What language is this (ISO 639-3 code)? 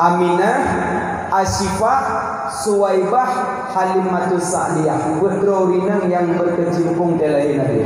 ace